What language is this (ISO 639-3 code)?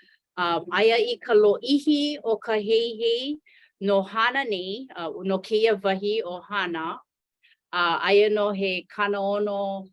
haw